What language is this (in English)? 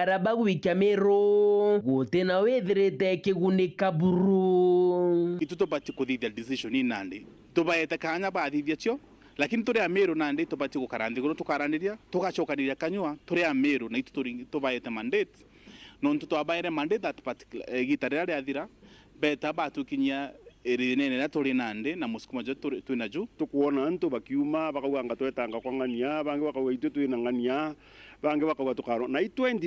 Meru